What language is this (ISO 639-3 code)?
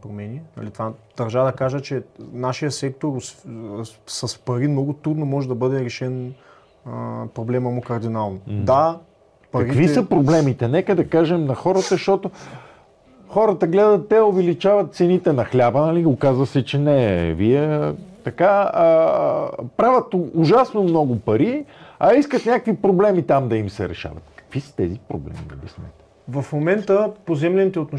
bul